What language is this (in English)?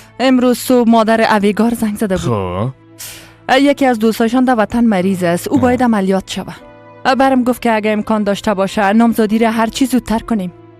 Persian